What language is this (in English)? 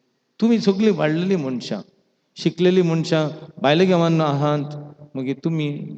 Konkani